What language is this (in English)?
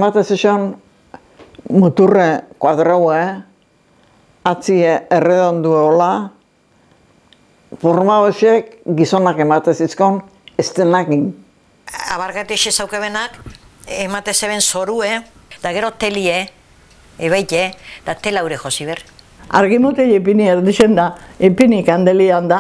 Basque